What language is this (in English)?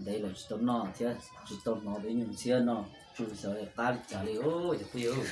Hmong